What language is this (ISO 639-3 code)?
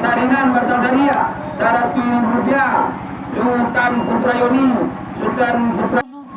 min